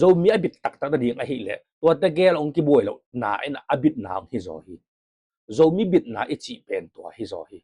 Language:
Tedim Chin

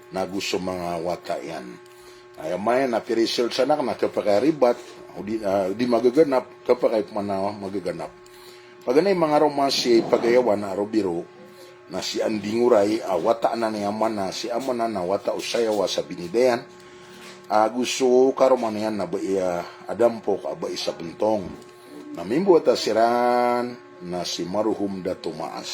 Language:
Maranao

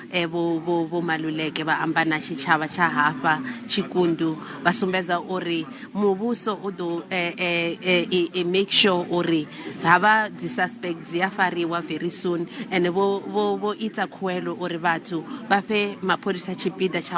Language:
Venda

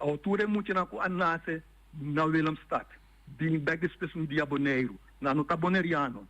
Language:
Papiamento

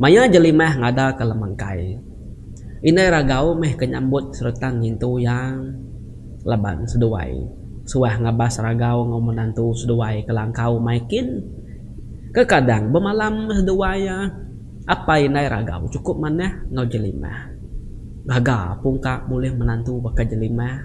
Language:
Iban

